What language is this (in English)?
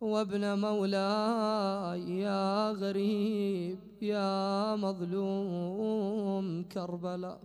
Mesopotamian Arabic